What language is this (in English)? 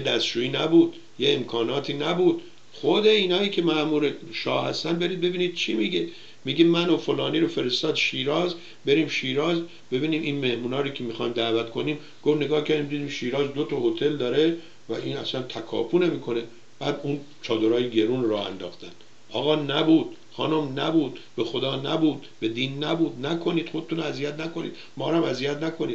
Persian